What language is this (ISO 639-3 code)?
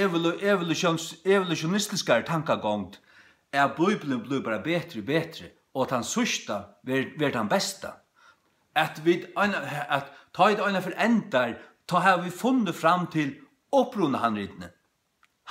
fao